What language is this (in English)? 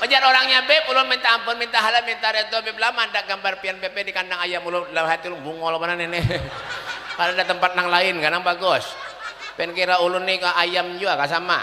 Banjar